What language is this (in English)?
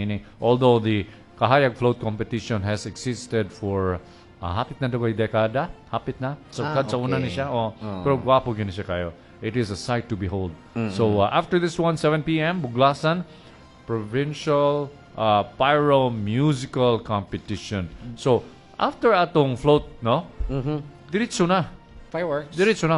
Cebuano